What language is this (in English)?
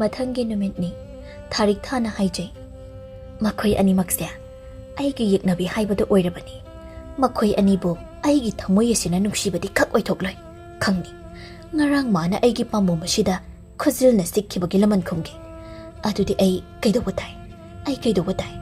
Manipuri